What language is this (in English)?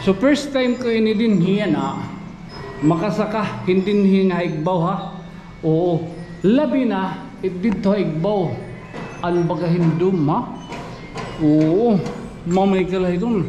Waray